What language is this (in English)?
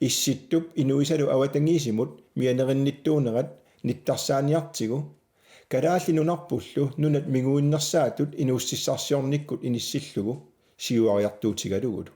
Kalaallisut